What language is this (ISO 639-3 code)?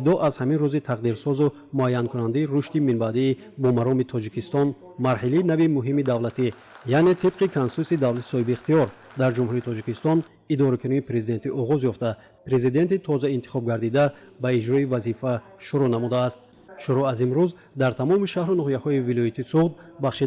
tgk